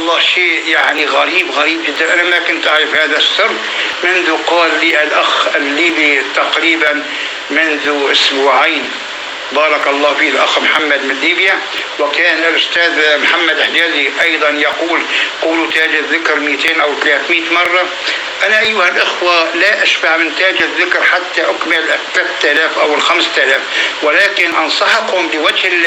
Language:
North Levantine Arabic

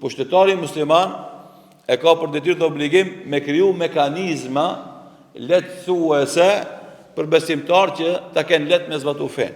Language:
Albanian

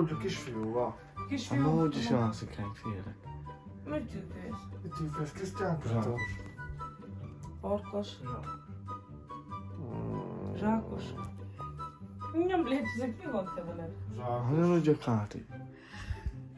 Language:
Hungarian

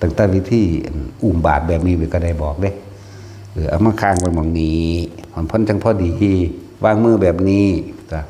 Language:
Northeastern Thai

